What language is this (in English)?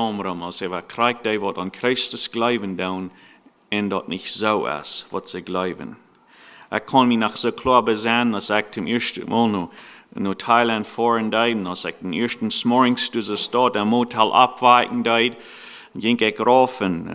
Plautdietsch